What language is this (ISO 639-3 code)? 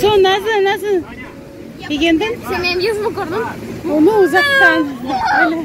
crh